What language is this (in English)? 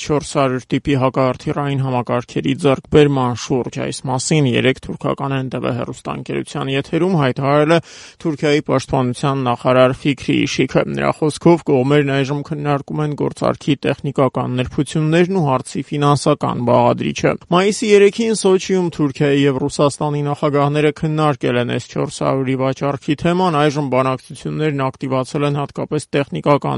Armenian